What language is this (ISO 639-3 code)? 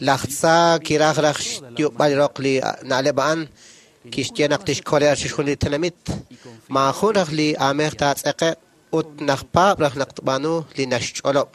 kek